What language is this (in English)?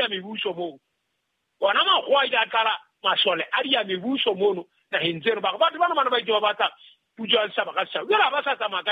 Southern Sotho